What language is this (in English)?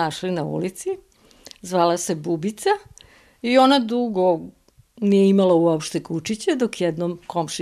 Serbian